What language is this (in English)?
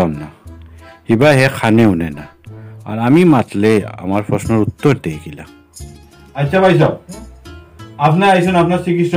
Sylheti